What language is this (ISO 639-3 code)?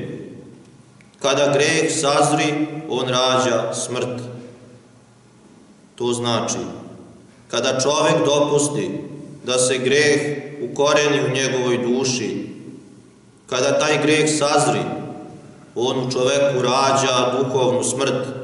srp